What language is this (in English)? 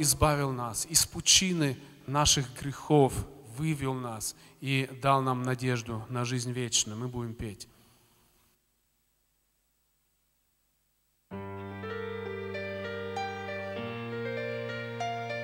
Russian